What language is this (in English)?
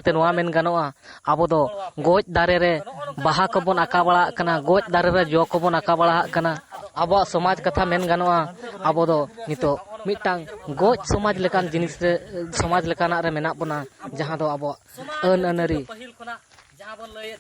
Santali